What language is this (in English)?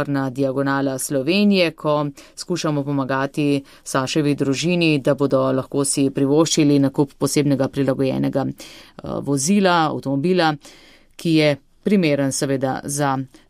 Slovenian